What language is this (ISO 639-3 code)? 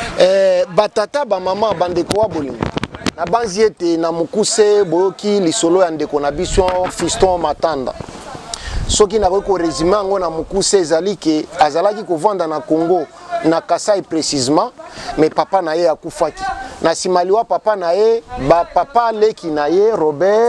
lin